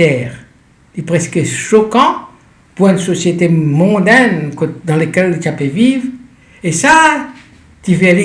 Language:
Morisyen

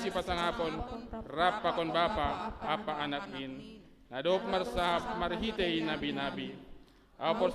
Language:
Batak Simalungun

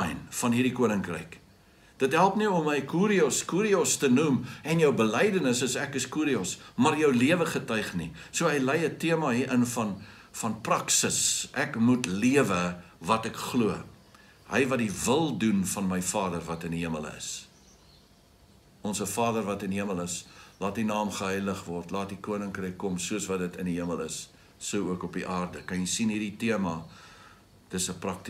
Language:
Afrikaans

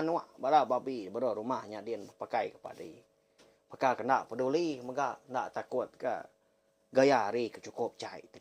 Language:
Iban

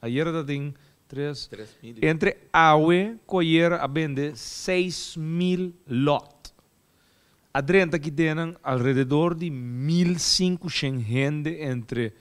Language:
Papiamento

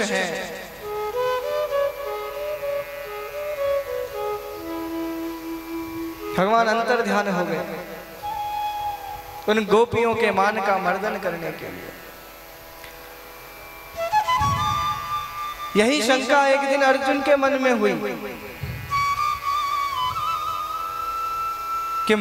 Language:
Hindi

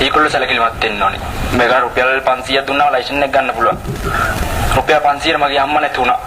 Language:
Sinhala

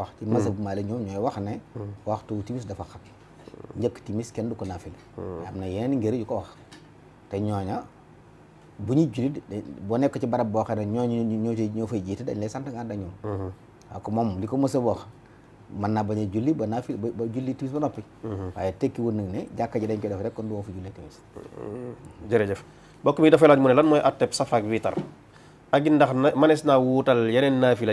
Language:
Wolof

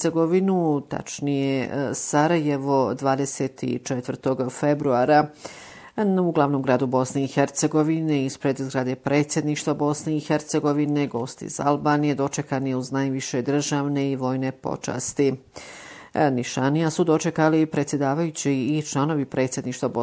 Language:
Bosnian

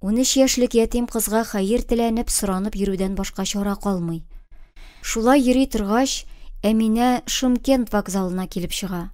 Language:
Tatar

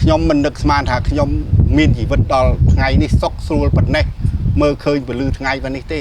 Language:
Khmer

